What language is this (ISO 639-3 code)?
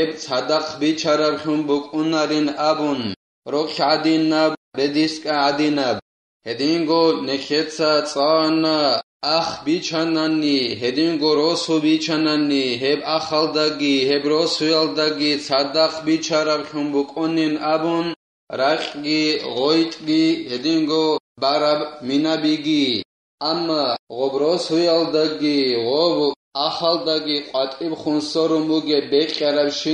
ava